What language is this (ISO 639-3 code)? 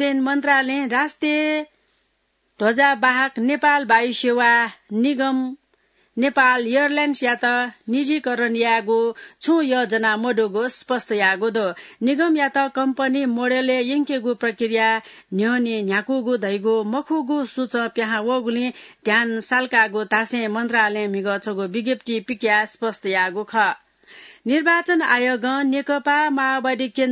new